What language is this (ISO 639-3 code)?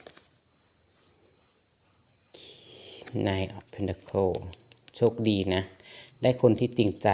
lao